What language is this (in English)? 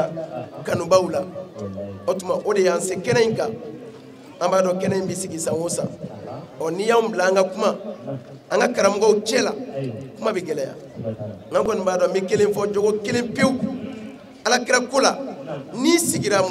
Bambara